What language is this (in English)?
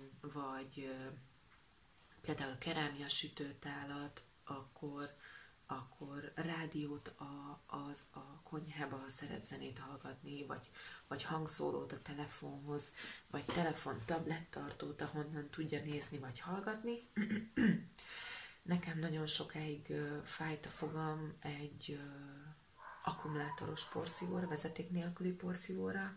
Hungarian